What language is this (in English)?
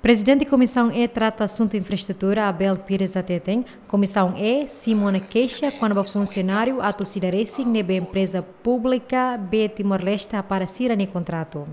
Tetum